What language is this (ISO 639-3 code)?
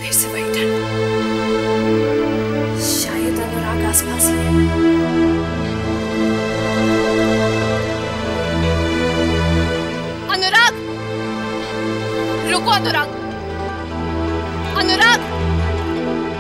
hin